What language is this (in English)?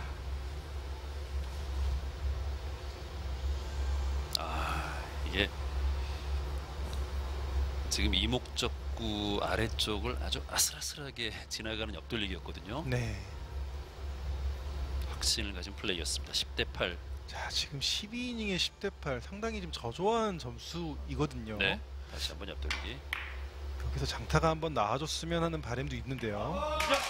Korean